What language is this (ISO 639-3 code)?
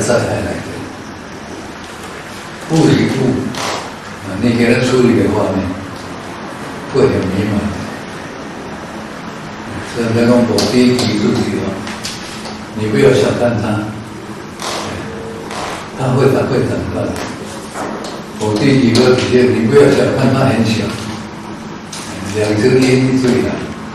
zho